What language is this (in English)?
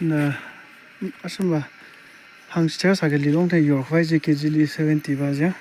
Tangkhul Naga (India)